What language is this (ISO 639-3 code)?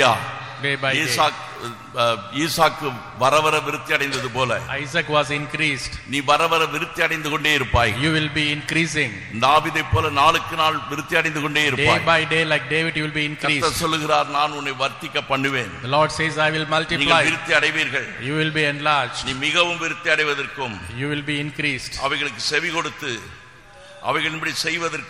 tam